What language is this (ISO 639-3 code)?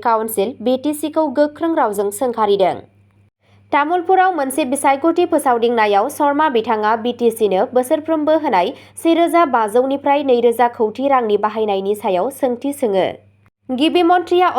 brx